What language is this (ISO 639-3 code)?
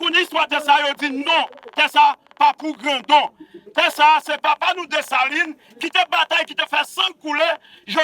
hat